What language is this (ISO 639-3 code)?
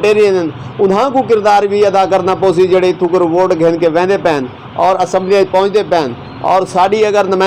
skr